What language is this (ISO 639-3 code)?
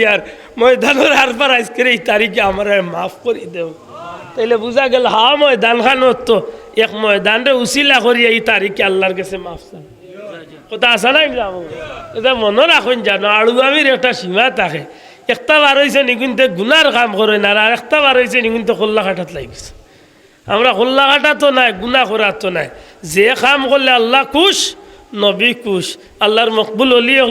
syl